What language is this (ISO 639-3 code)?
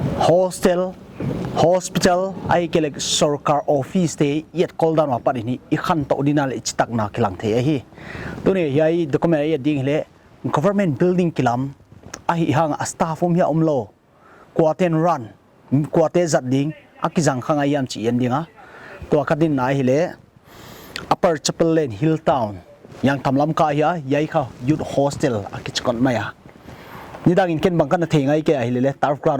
pck